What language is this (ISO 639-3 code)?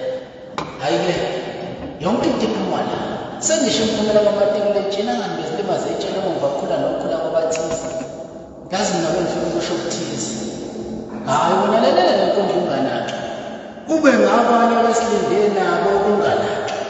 zul